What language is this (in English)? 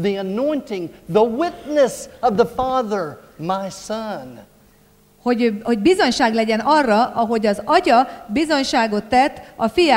Hungarian